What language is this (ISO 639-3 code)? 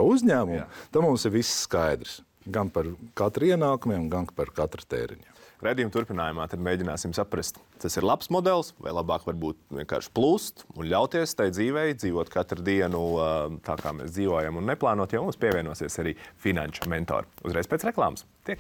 lav